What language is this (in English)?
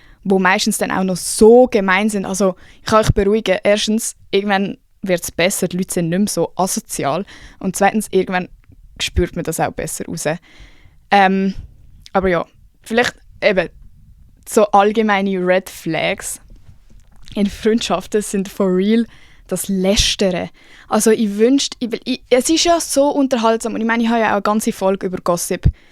Swiss German